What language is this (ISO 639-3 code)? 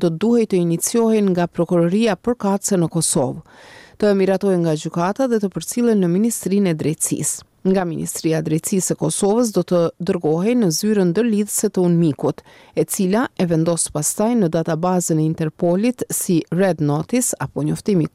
sqi